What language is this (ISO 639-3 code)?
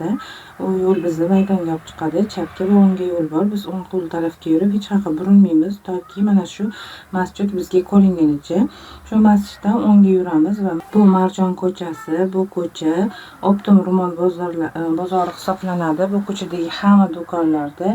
uzb